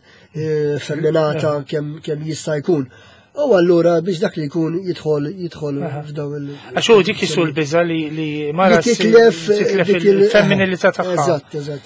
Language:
Maltese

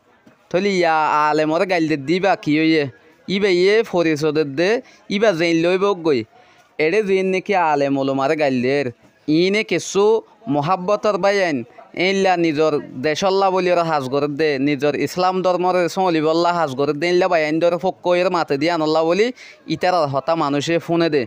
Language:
Rohingya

